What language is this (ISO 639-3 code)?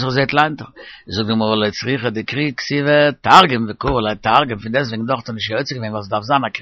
yid